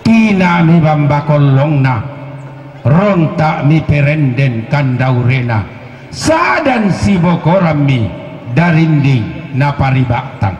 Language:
Toraja-Sa'dan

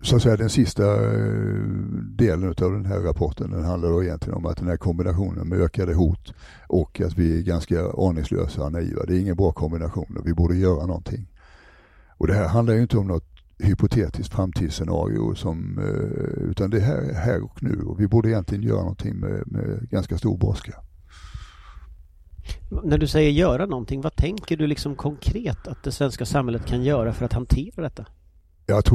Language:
Swedish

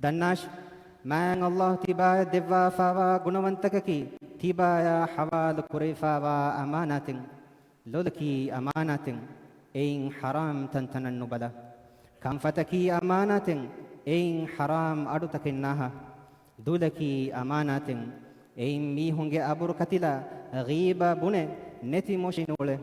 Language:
Divehi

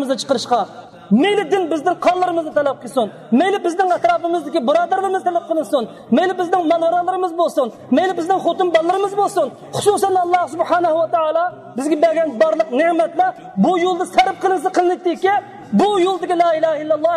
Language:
Uyghur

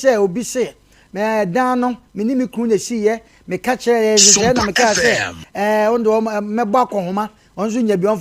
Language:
Akan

